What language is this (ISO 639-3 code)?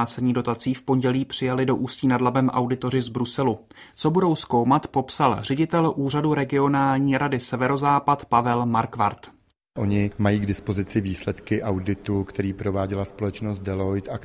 ces